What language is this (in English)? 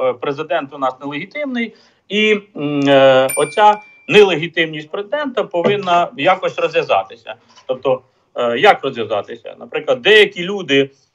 Ukrainian